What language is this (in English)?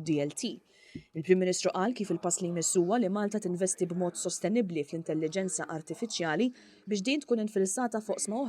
Maltese